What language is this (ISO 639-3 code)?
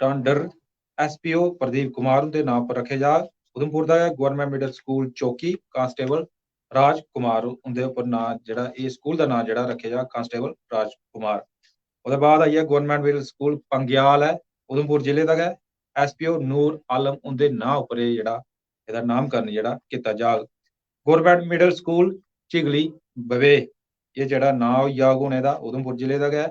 doi